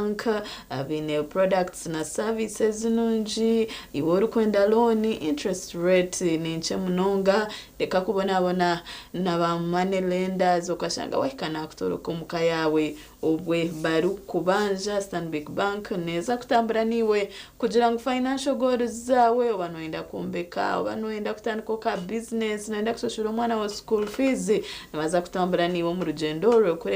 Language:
Nyankole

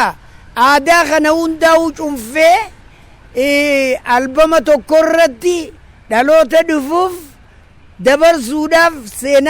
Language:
Oromo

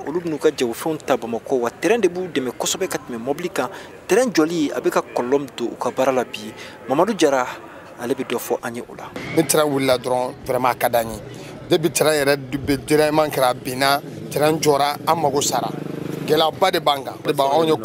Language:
Bambara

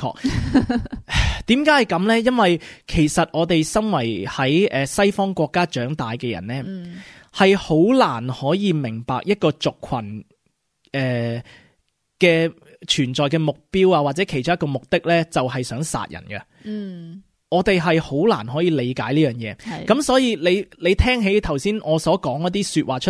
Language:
Cantonese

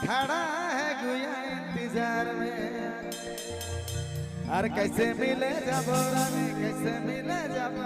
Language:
Sadri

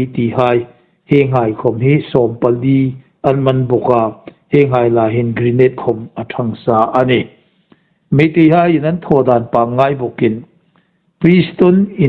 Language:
Hmar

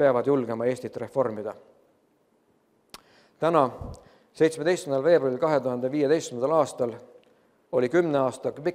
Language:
Estonian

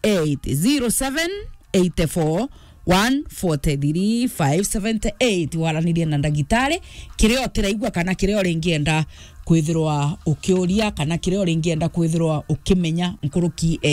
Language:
Meru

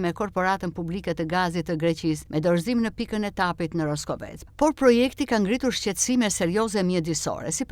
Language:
Albanian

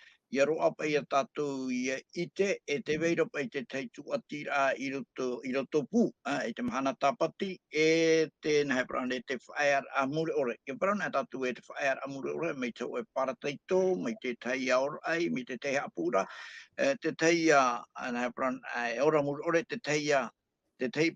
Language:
Tahitian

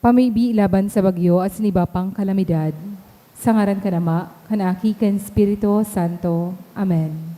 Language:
Bikol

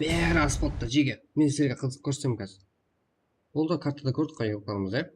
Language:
Kara-Kalpak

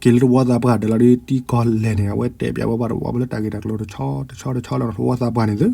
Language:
S'gaw Karen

